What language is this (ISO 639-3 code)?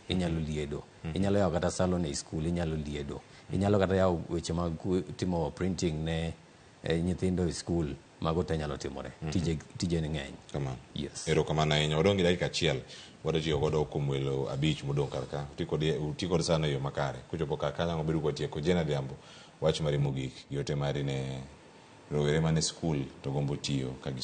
luo